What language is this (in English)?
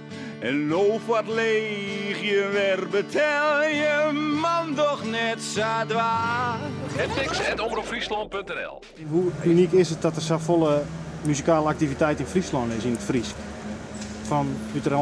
Western Frisian